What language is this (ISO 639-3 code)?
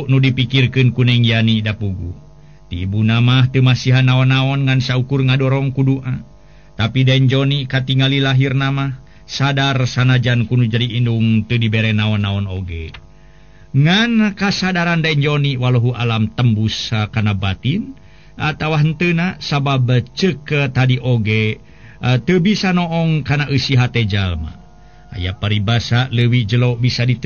sun